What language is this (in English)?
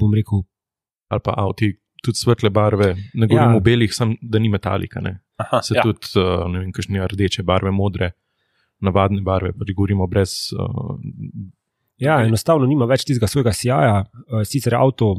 Slovenian